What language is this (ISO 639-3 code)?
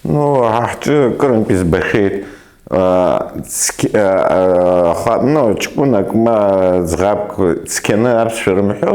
abk